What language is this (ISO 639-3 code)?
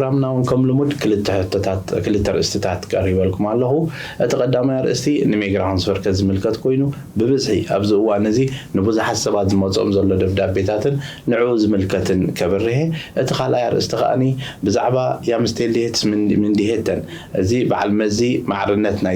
tir